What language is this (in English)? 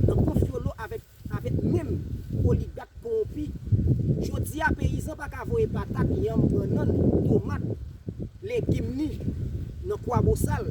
Haitian Creole